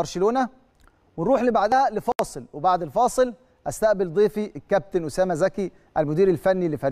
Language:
Egyptian Arabic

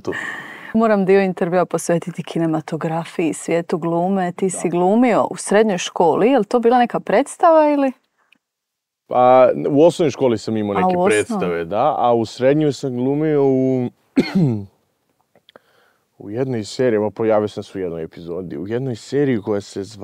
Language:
Croatian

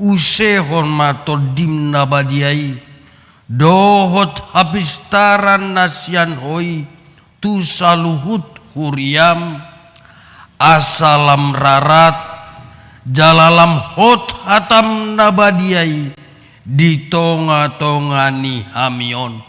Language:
Batak Toba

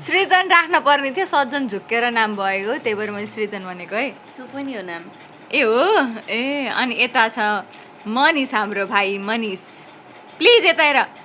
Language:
Nepali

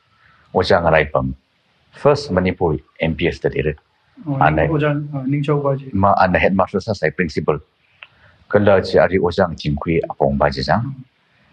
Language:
Tangkhul Naga (India)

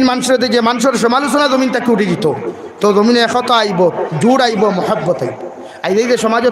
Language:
Sylheti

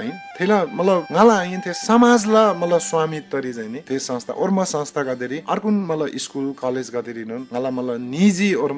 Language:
Eastern Tamang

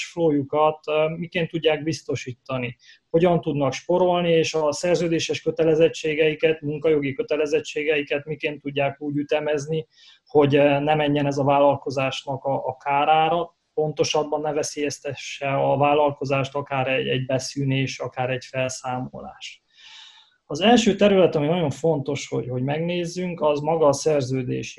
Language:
Hungarian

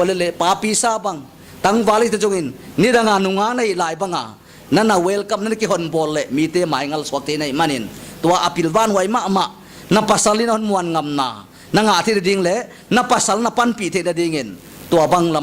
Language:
Paite Chin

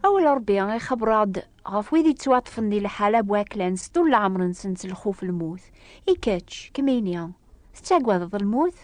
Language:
Kabyle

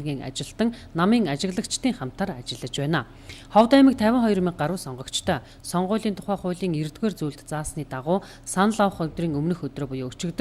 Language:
Mongolian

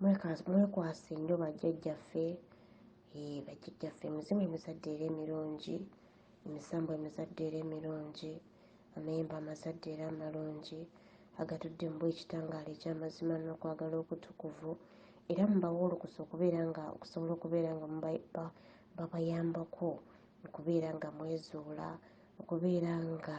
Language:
Ganda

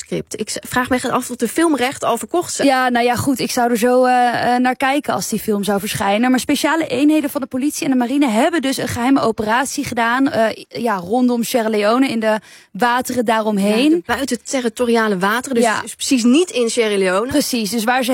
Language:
Dutch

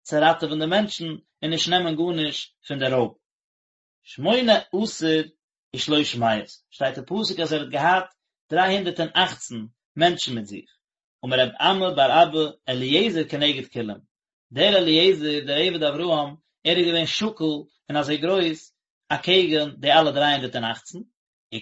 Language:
Yiddish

